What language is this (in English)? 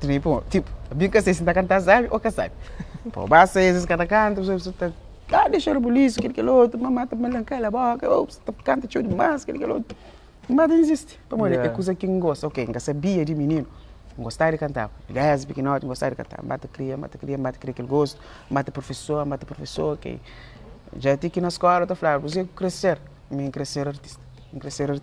Kabuverdianu